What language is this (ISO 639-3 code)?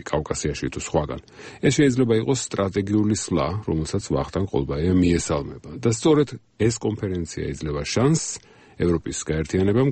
kat